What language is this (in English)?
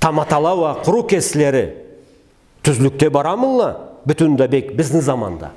Karachay-Balkar